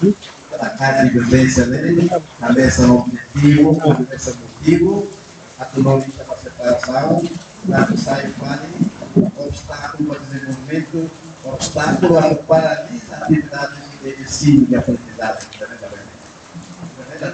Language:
Tetum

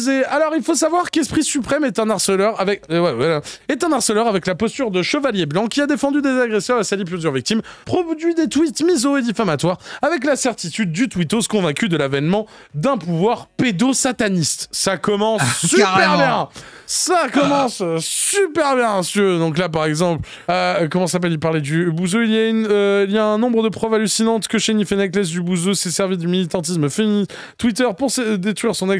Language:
French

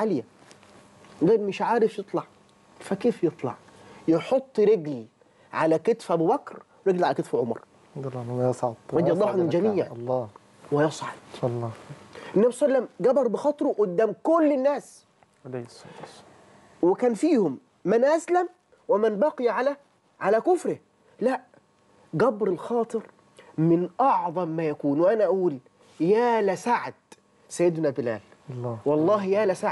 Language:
Egyptian Arabic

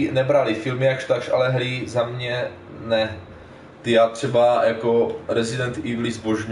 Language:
Czech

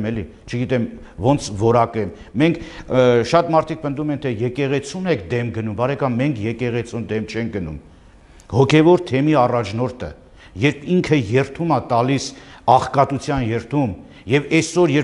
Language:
Armenian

